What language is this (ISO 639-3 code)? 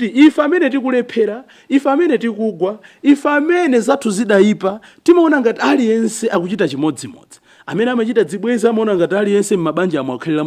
nya